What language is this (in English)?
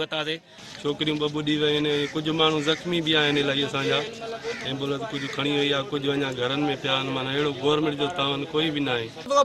Sindhi